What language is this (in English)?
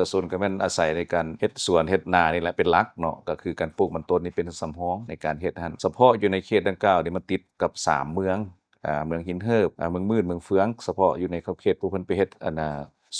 Lao